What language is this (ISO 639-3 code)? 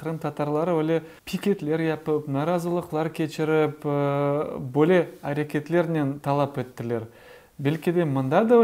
crh